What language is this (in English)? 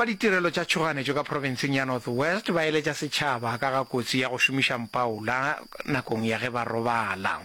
Northern Sotho